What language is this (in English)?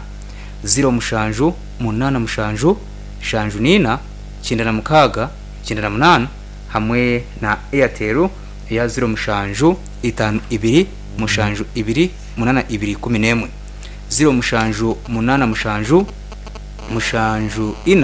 Nyankole